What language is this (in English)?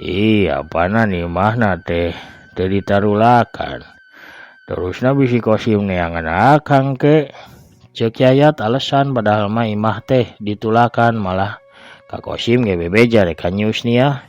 Sundanese